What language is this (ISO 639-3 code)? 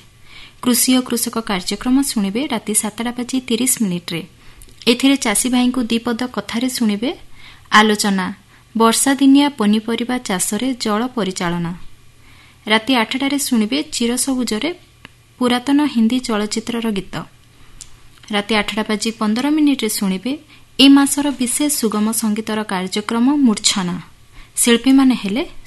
ori